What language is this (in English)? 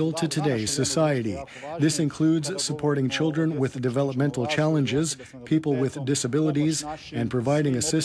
English